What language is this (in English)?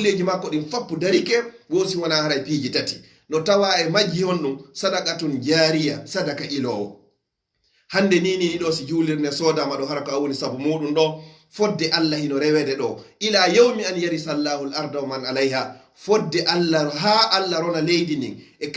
Fula